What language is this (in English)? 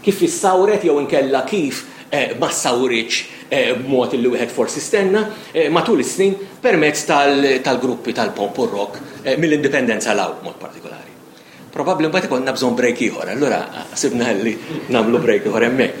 Maltese